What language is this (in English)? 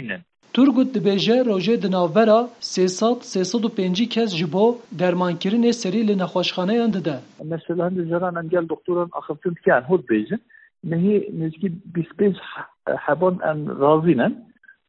Kurdish